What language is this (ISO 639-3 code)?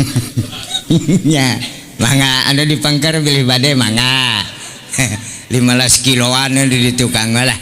sun